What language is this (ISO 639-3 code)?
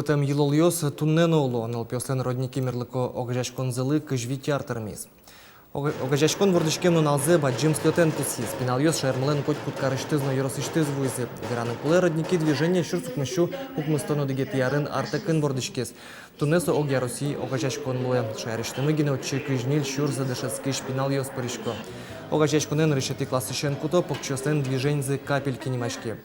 udm